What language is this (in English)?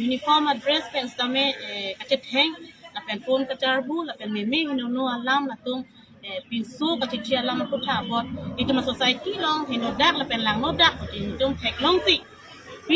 Karbi